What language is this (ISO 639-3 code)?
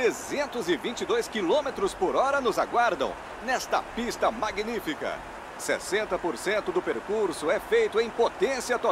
por